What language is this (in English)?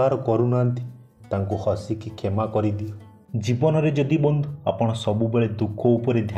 Odia